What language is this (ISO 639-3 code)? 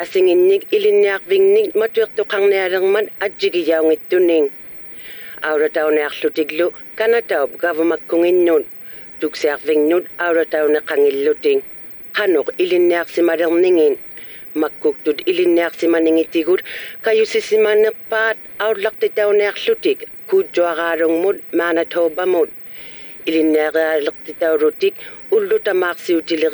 iku